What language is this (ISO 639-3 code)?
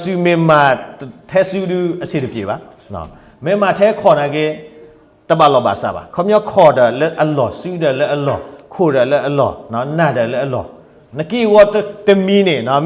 ksw